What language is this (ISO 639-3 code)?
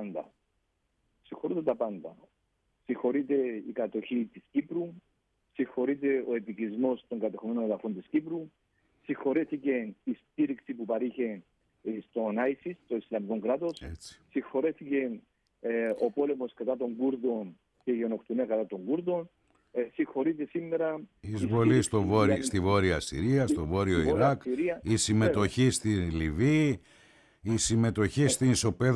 ell